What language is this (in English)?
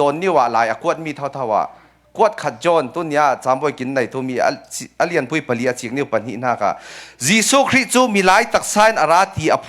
Falam Chin